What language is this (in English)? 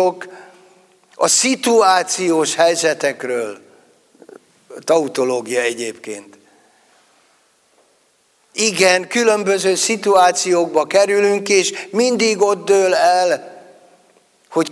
Hungarian